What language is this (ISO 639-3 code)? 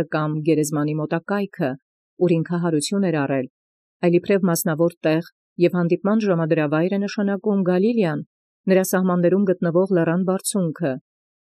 hye